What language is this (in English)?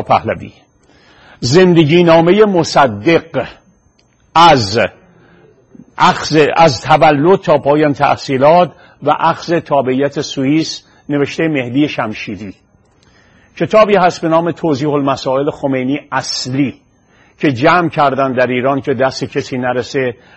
Persian